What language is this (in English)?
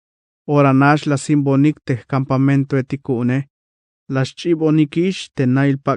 Tzeltal